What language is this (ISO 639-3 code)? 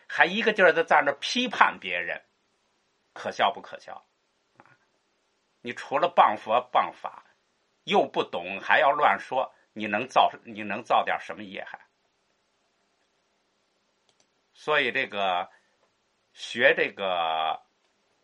zho